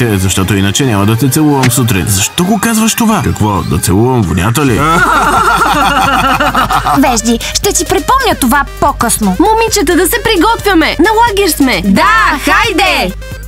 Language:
Bulgarian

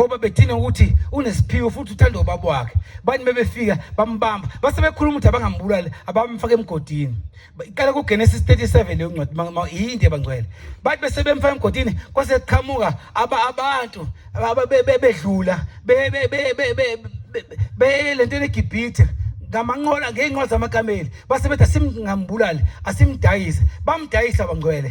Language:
Zulu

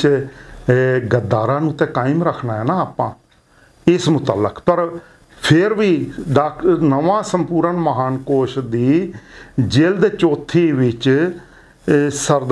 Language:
Punjabi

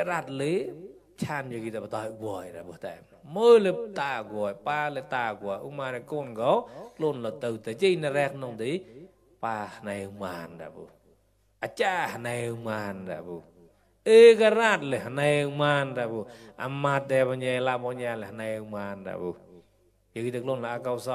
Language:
Mon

